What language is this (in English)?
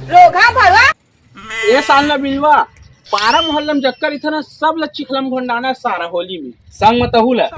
Chhattisgarhi